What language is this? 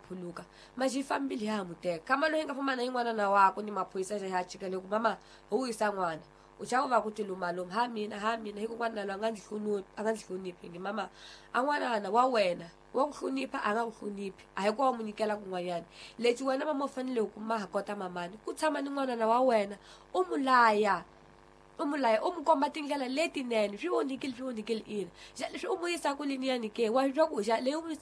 Tsonga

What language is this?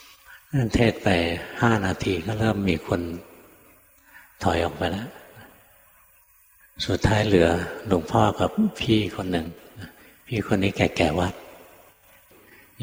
Thai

